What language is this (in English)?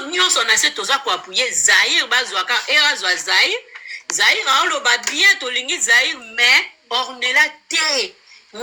Lingala